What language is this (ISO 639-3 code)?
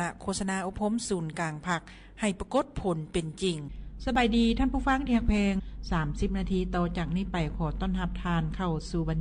lao